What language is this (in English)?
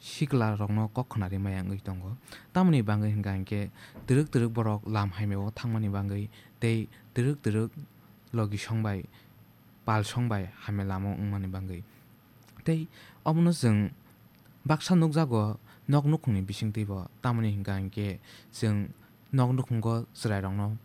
Kok Borok